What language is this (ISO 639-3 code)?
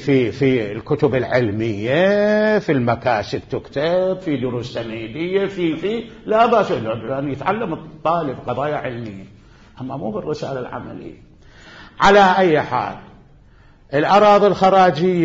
acm